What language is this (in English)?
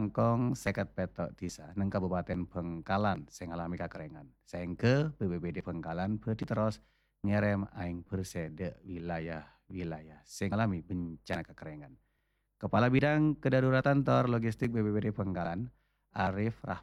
Madurese